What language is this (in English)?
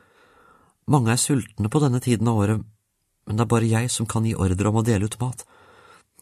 Norwegian